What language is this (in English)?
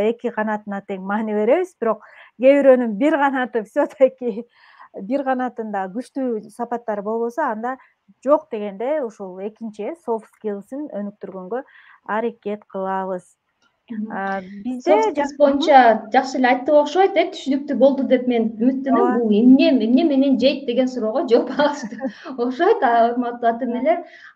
Kyrgyz